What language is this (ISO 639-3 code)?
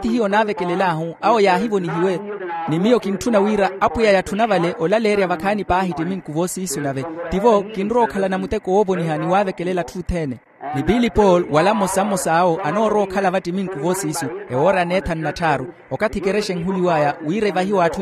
vmw